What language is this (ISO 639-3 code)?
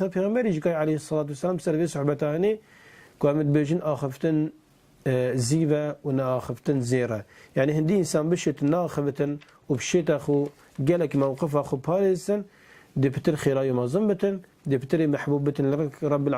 kur